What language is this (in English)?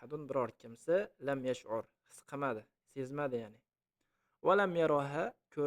Uzbek